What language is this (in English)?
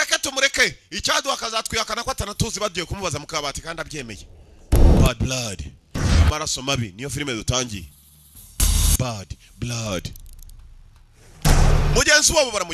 Kinyarwanda